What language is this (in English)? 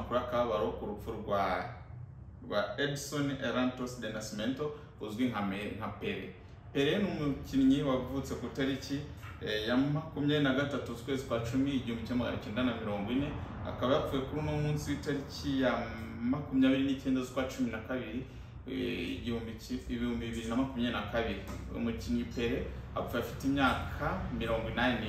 Kinyarwanda